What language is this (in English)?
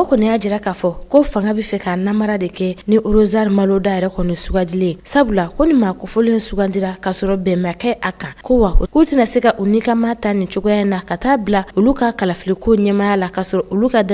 Bambara